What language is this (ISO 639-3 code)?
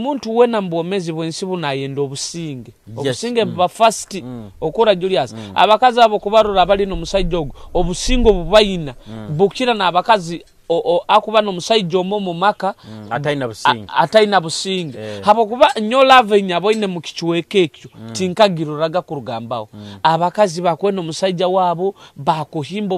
nyo